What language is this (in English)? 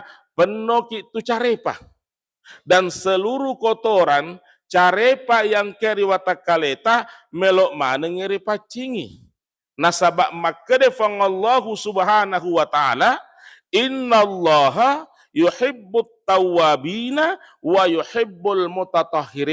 Buginese